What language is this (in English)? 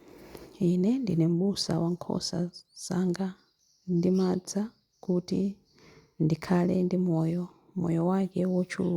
Nyanja